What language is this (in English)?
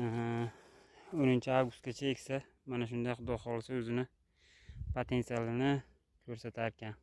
Uzbek